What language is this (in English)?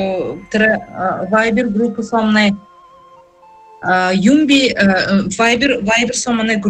Buriat